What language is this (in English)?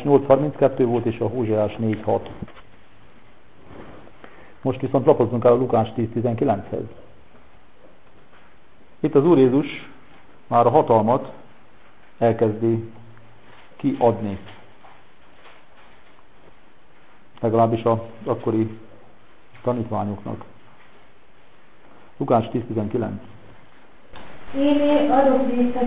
Hungarian